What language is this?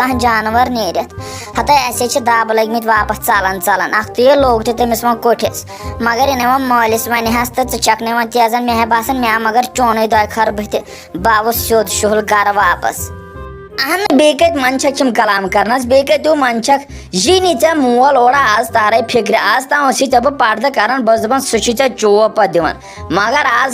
Kashmiri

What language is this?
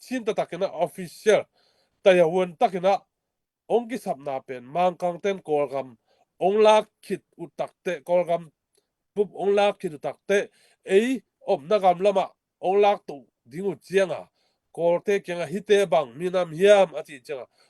Tedim Chin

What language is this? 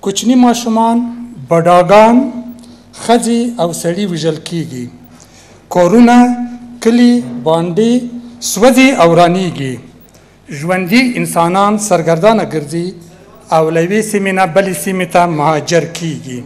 Pashto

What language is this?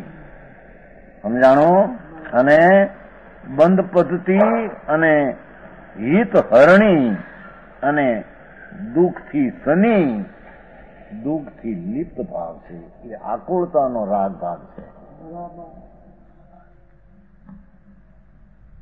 Gujarati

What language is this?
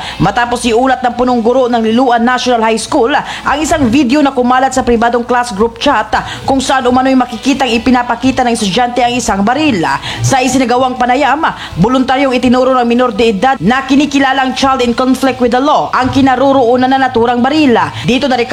Filipino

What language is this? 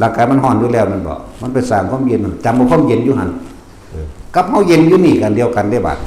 Northeastern Thai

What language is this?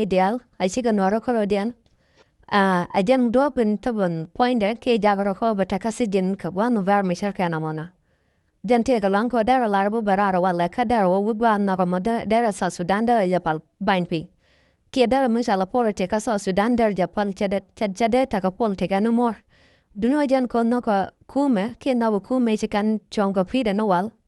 Nuer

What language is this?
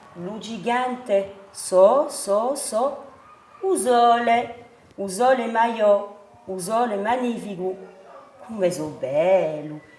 Corsican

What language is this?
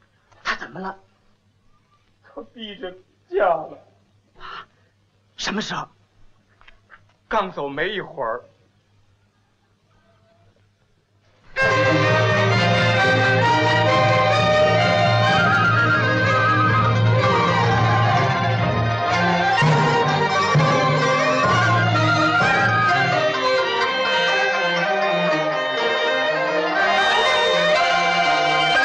Chinese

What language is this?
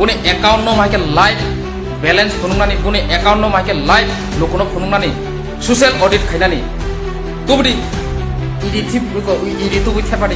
Kok Borok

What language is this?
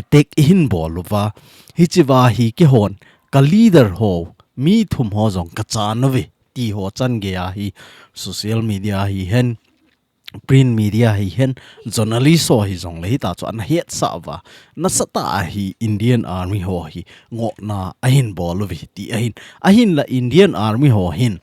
Thado Chin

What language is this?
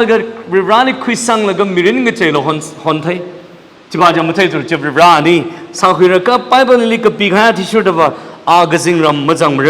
Tangkhul Naga (India)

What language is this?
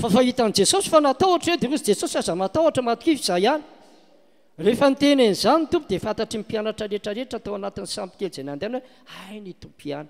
Malagasy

